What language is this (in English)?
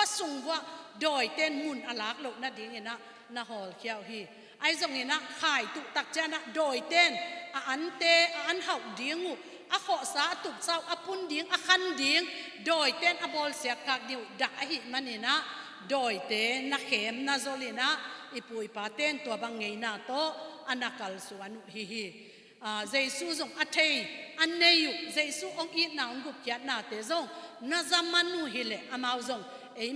Tedim Chin